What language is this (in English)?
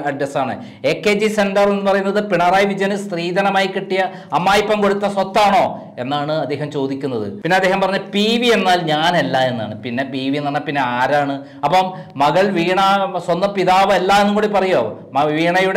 Malayalam